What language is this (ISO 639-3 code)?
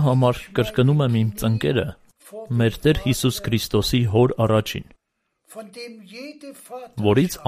hye